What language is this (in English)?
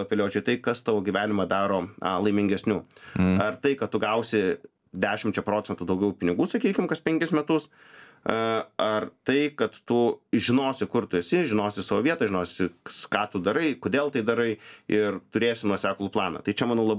Lithuanian